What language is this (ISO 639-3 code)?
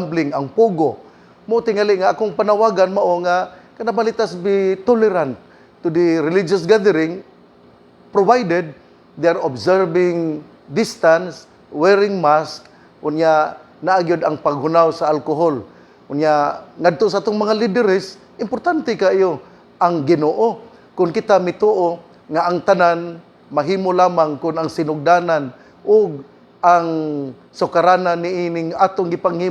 ceb